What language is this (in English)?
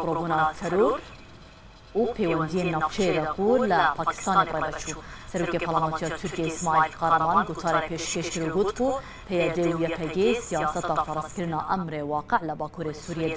Kurdish